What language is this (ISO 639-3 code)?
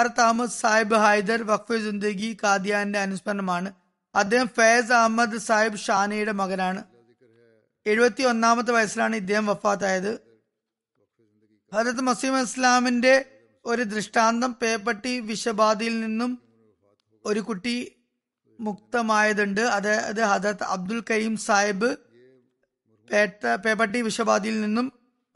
mal